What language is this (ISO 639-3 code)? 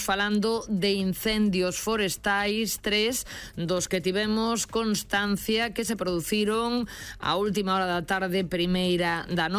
glg